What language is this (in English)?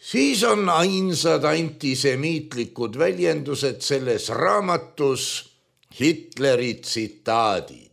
Estonian